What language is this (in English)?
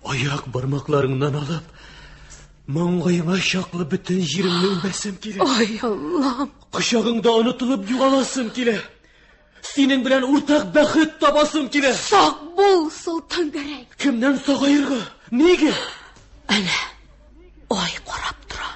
Tatar